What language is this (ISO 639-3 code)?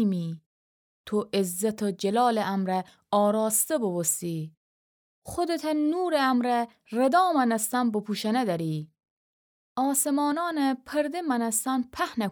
glk